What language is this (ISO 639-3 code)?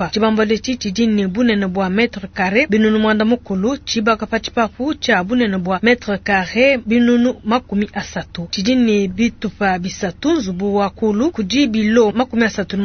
lua